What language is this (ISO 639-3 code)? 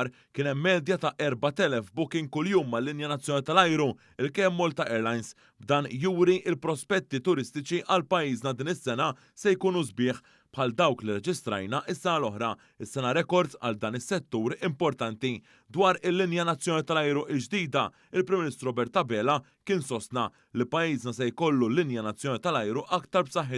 mlt